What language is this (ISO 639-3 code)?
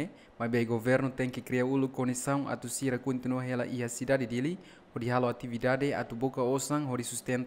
tet